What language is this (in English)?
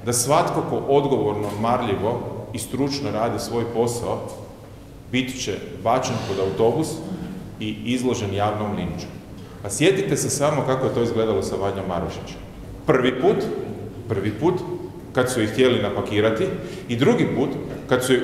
Croatian